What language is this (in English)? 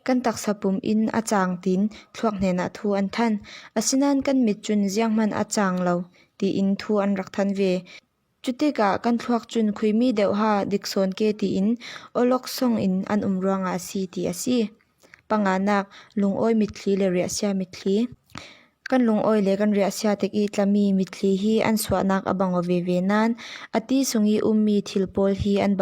Falam Chin